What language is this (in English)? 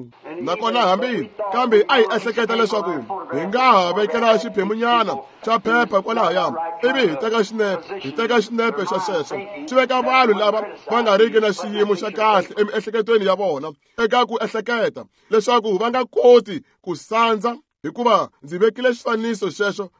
Tsonga